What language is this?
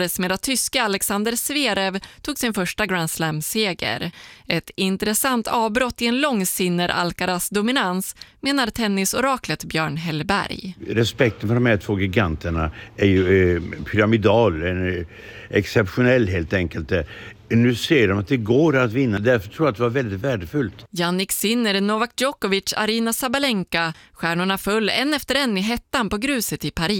Swedish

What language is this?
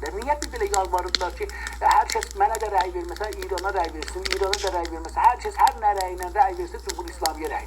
South Azerbaijani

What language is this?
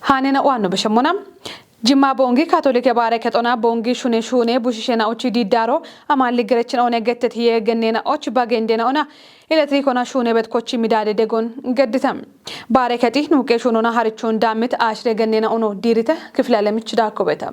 Kafa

